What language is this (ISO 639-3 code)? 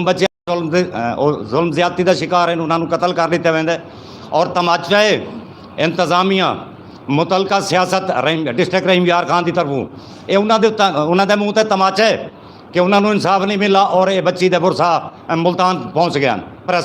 skr